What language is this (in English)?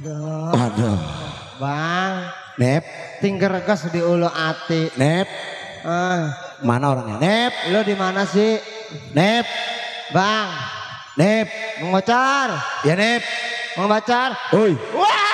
Betawi